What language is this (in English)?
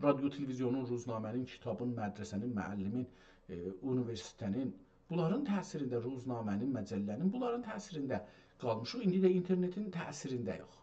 South Azerbaijani